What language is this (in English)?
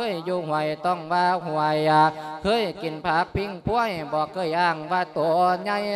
Lao